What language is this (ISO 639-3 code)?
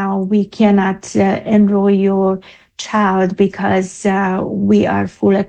eng